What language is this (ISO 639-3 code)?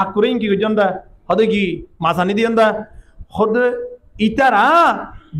rhg